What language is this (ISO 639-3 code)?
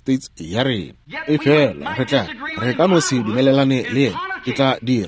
nso